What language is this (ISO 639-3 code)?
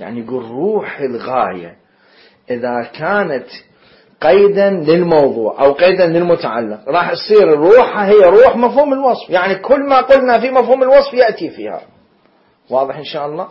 acm